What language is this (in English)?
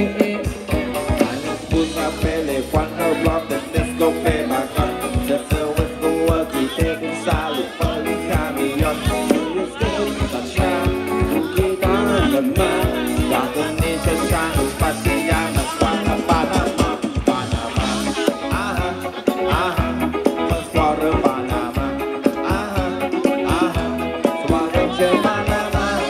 Thai